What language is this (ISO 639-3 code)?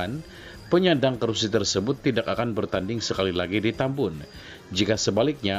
msa